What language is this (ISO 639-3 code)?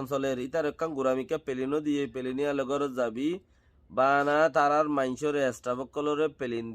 rhg